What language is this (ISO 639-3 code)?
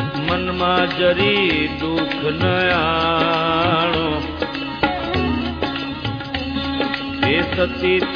guj